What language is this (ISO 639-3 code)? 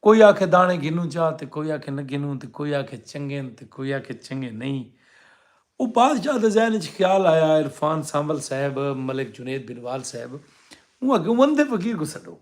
skr